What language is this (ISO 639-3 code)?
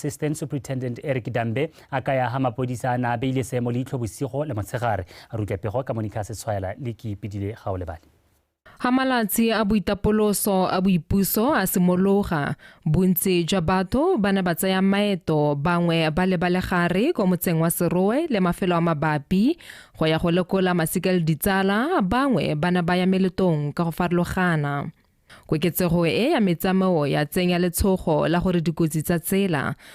tsn